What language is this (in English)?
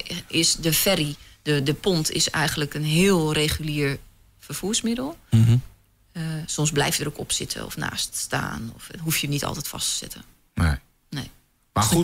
Dutch